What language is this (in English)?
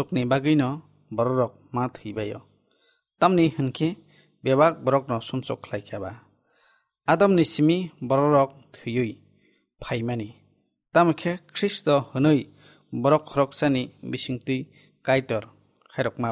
Kok Borok